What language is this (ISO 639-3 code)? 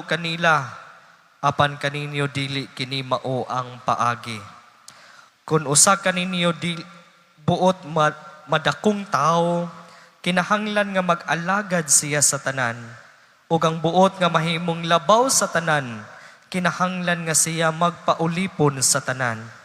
ceb